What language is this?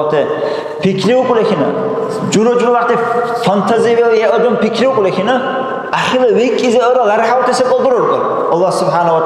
Dargwa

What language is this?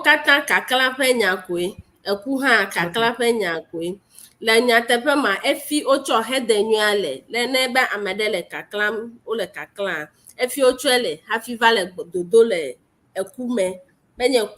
Ewe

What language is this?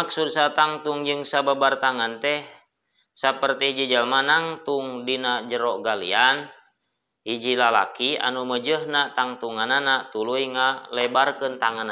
Sundanese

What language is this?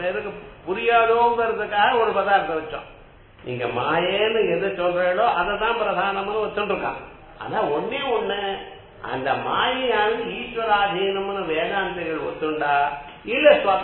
Tamil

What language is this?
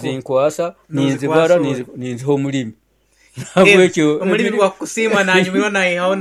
Nyoro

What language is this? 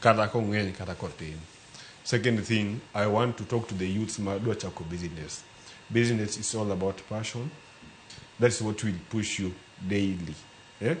Luo (Kenya and Tanzania)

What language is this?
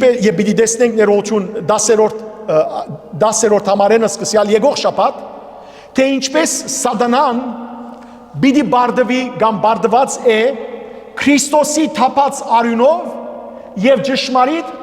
Western Armenian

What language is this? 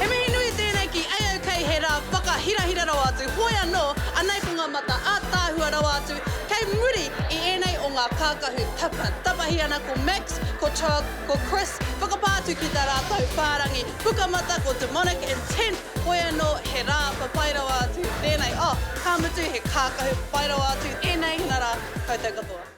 Māori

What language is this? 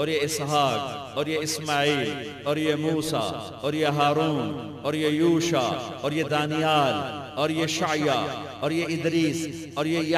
Urdu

